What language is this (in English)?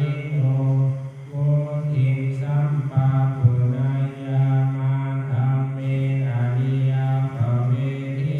Pali